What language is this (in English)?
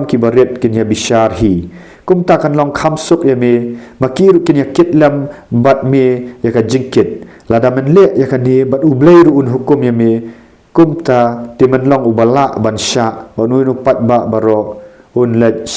Khasi